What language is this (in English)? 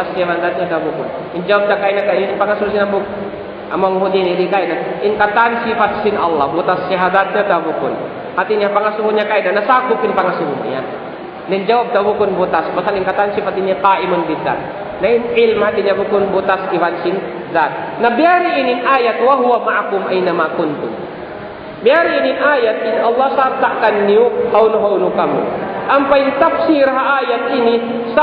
Tausug